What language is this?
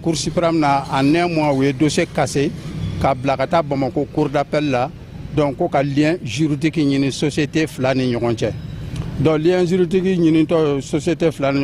Bambara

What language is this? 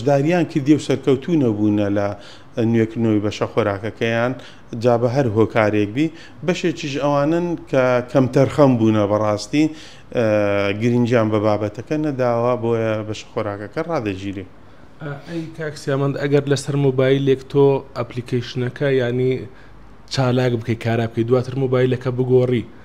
Central Kurdish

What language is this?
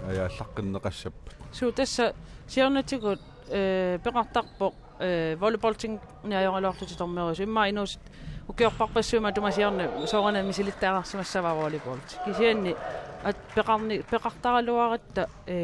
Kalaallisut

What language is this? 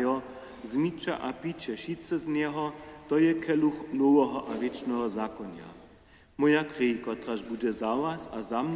Upper Sorbian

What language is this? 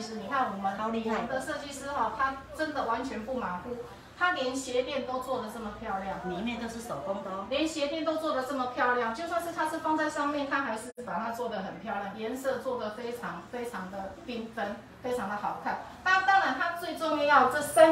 Chinese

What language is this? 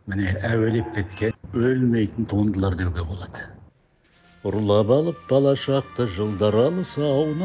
Kazakh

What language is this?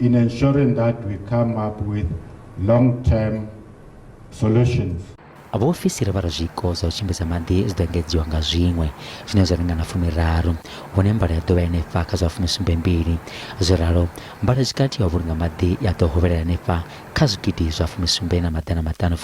Venda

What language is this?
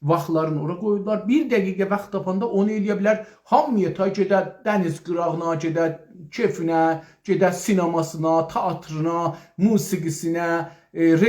South Azerbaijani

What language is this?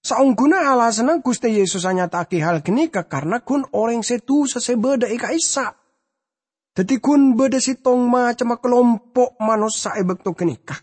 Madurese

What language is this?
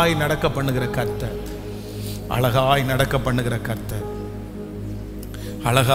Tamil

